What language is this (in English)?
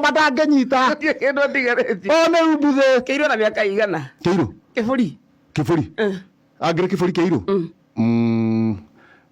Kikuyu